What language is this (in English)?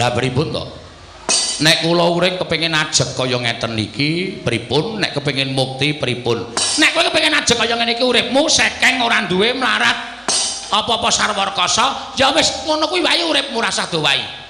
Javanese